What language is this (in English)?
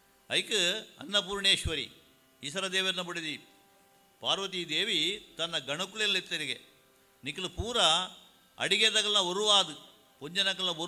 Tulu